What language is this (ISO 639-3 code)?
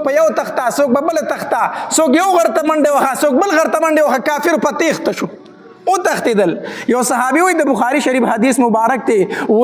pus